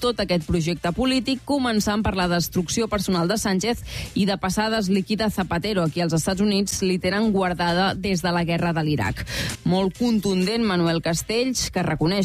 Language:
Catalan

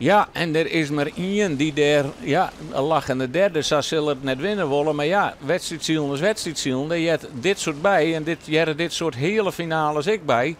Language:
Western Frisian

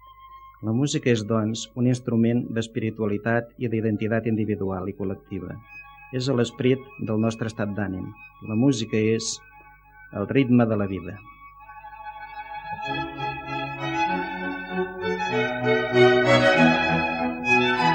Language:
Catalan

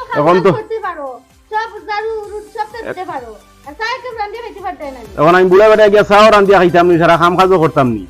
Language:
Sylheti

